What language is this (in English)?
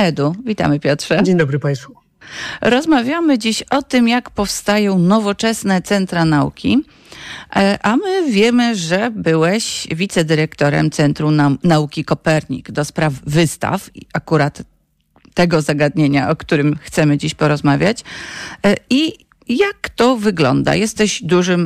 Polish